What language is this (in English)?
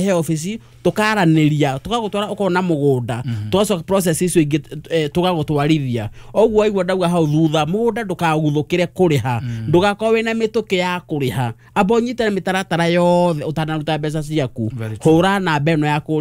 Kikuyu